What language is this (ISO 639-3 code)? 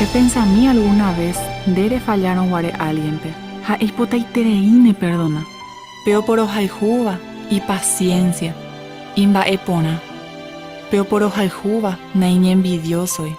grn